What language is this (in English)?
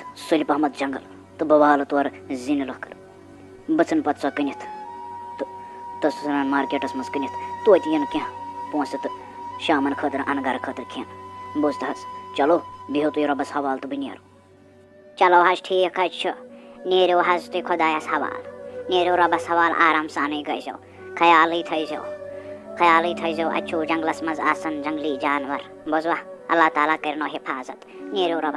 Kashmiri